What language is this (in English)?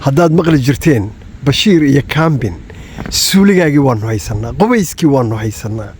Somali